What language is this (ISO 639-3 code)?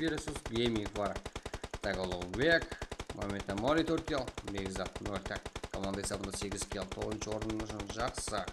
kaa